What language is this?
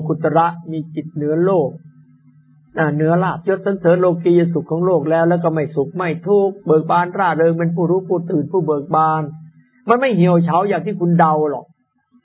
Thai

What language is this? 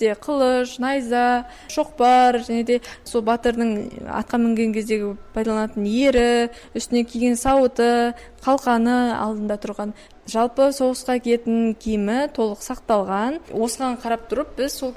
Kazakh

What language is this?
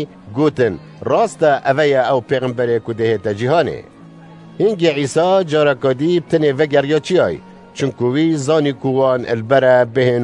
Kurdish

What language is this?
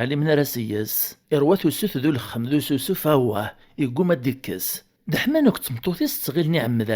Kabyle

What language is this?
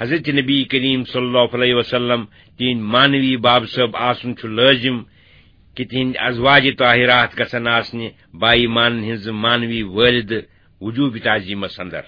Kashmiri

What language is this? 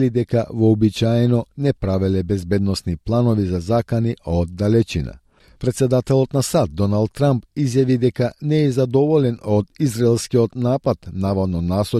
Macedonian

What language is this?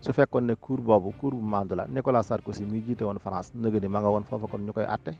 Wolof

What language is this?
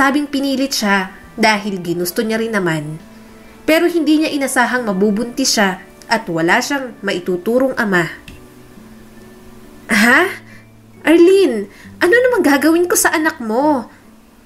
Filipino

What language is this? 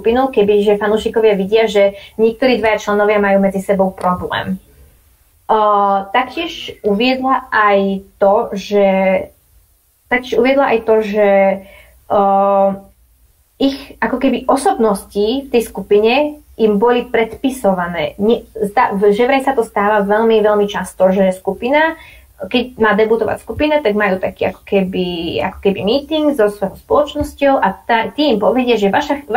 Slovak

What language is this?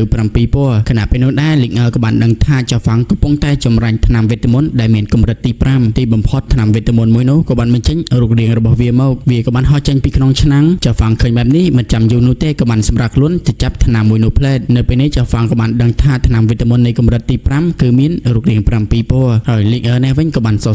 Khmer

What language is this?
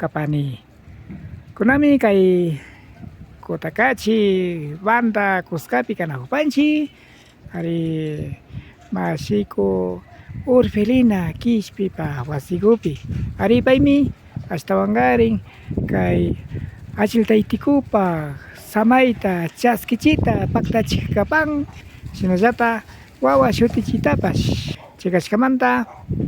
Imbabura Highland Quichua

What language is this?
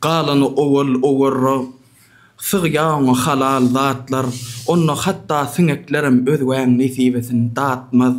Turkmen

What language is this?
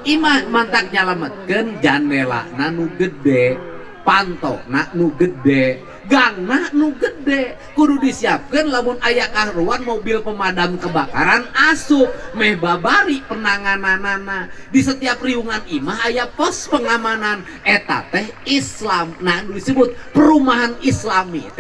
Sundanese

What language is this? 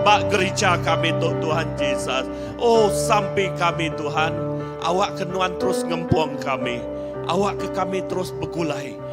Iban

